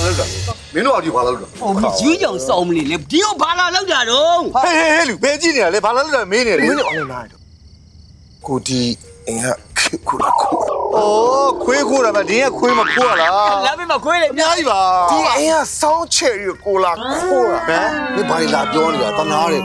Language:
Burmese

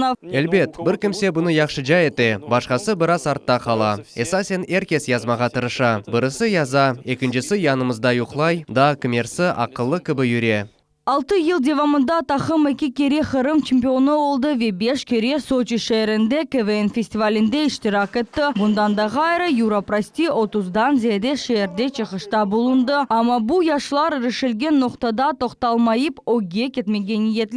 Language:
Crimean Tatar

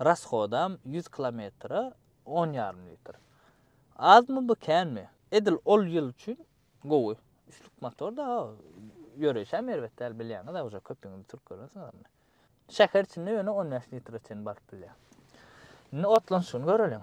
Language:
Turkmen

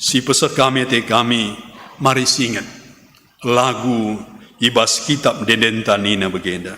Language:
Batak Karo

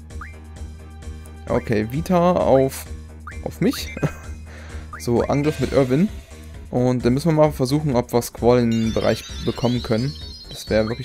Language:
German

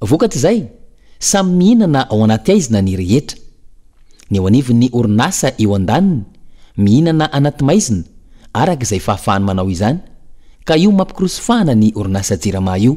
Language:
Malagasy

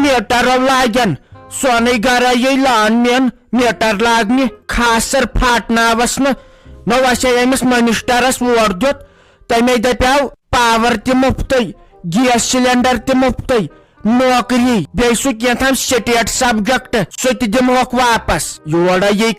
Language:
Kashmiri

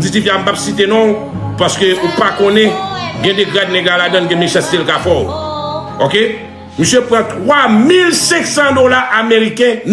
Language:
Haitian Creole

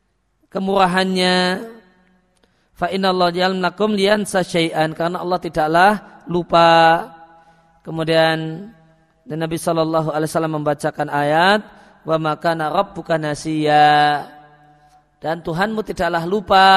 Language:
Indonesian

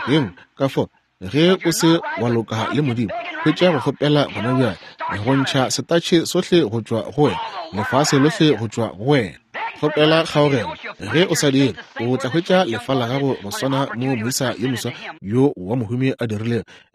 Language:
Northern Sotho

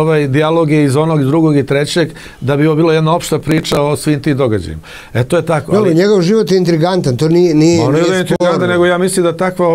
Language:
Serbian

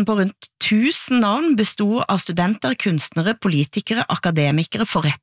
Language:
Norwegian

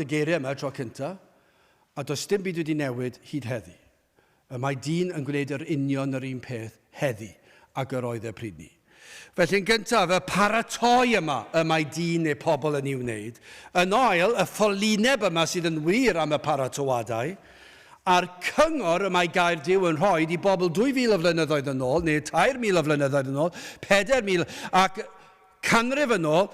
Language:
Welsh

